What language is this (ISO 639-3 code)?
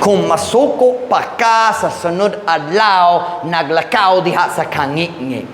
ceb